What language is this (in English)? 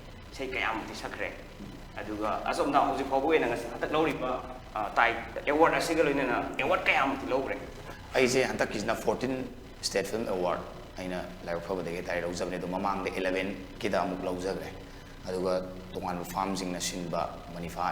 Manipuri